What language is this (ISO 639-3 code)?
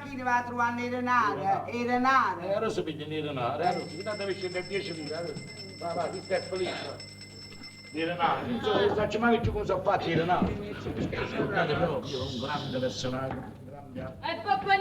nap